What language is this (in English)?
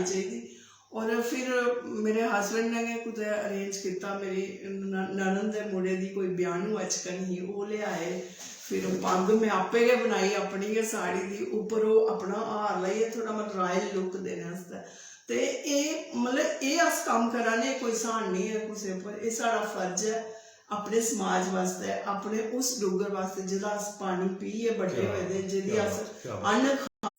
Dogri